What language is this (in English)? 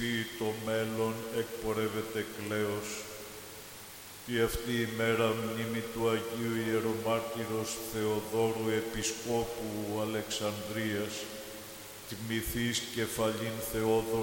Greek